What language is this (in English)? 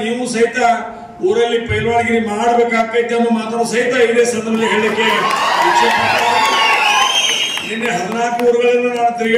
Kannada